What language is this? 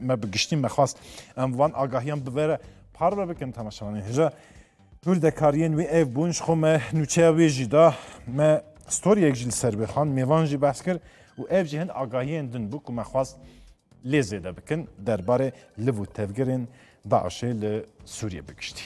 Kurdish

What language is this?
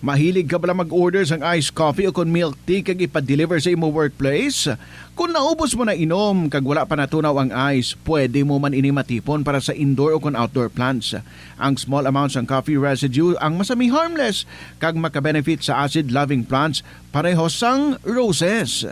Hiligaynon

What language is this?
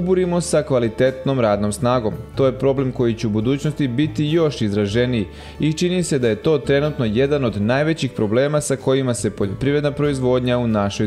Serbian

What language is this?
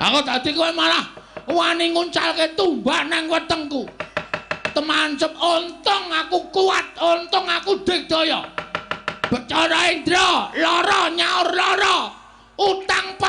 Javanese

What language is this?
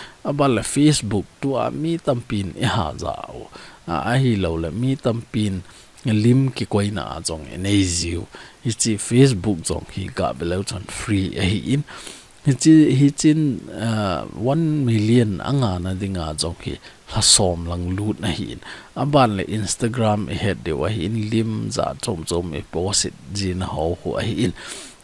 Thado Chin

